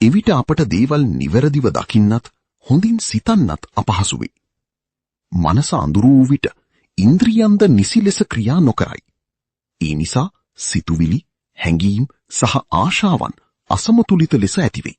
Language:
Sinhala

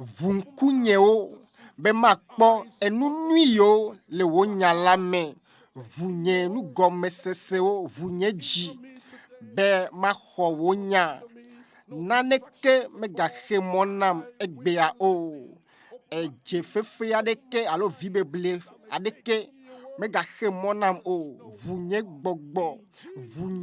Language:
Ewe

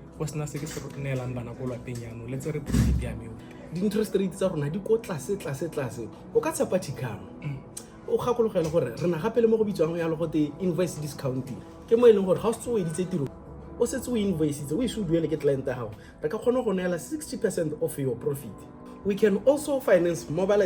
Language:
Tswana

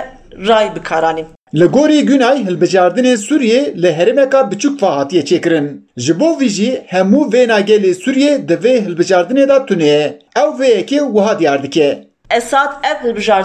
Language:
Kurdish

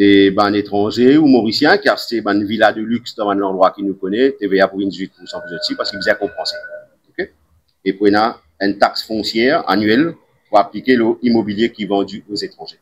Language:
Morisyen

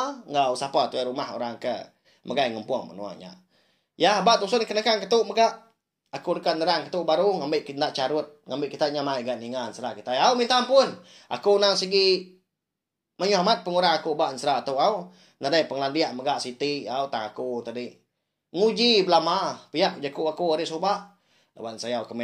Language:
Iban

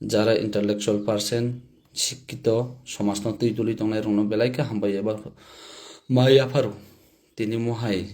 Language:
Kok Borok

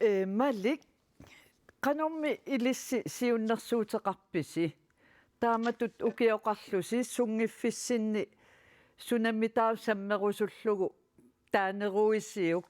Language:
Kalaallisut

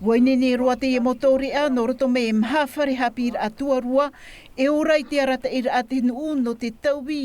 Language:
Tahitian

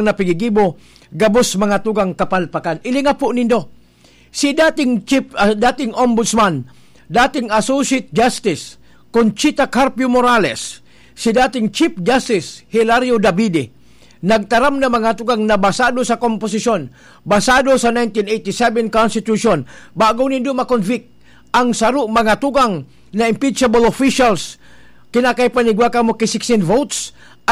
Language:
Bikol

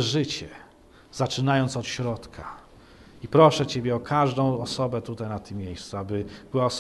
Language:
Polish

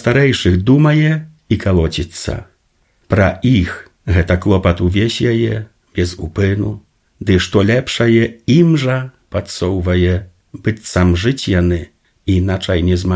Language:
Belarusian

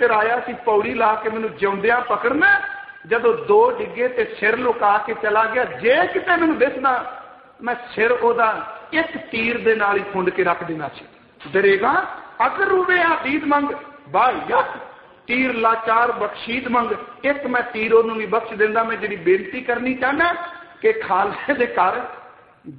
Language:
Punjabi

